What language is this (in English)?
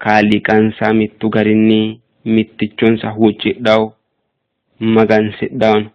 Sidamo